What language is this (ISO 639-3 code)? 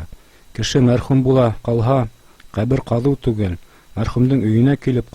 bak